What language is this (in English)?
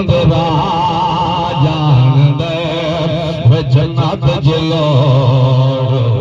Saraiki